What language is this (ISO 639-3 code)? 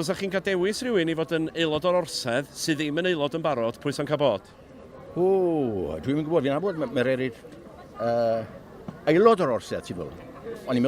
cym